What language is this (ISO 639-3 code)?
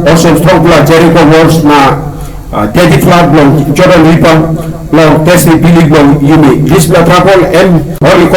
tpi